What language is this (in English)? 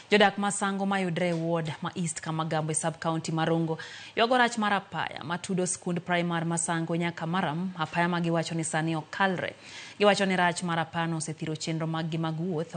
Luo (Kenya and Tanzania)